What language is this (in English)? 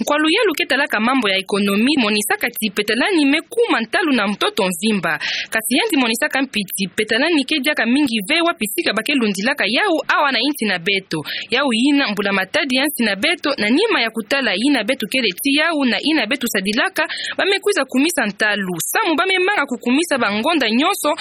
Kituba (Democratic Republic of Congo)